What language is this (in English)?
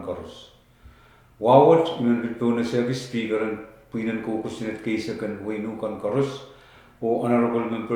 Pohnpeian